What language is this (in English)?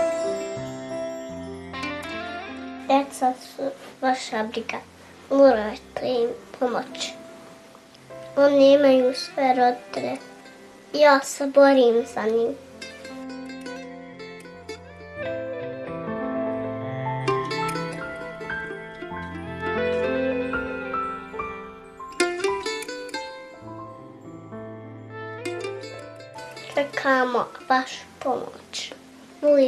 Bosnian